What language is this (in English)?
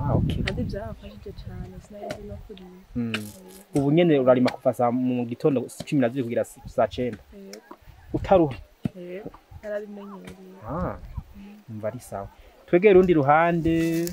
Rundi